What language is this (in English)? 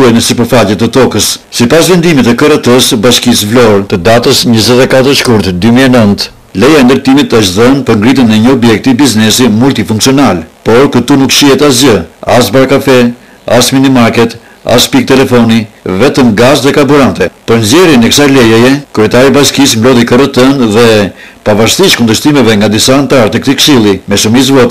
Albanian